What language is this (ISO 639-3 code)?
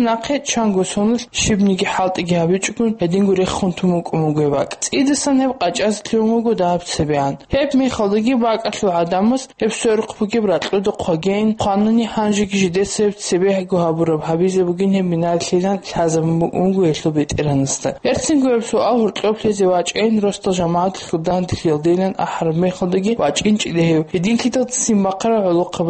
ava